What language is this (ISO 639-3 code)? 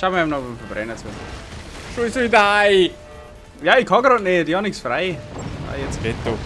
bar